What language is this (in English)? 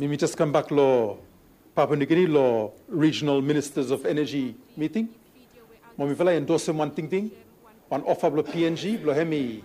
Bislama